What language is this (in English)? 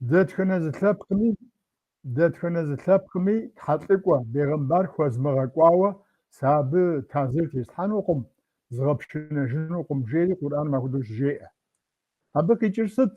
Kabardian